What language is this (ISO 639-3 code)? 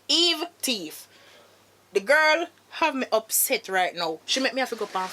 jam